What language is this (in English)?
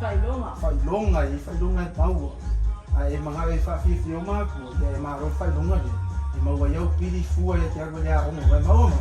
Samoan